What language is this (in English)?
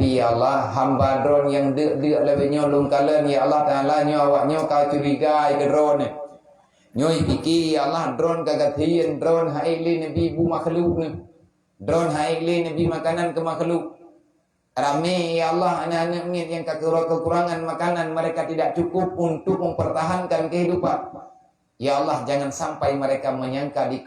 Achinese